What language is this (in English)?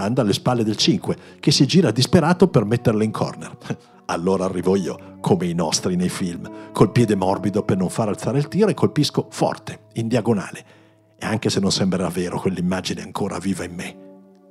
Italian